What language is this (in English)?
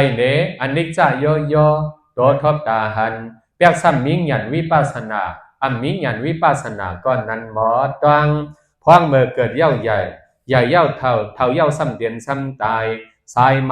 Shan